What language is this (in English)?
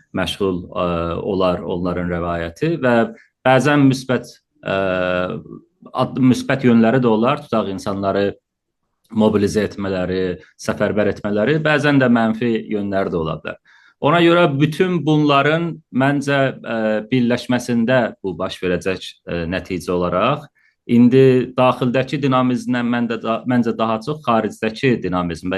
South Azerbaijani